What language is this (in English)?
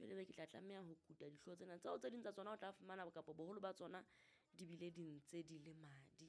Southern Sotho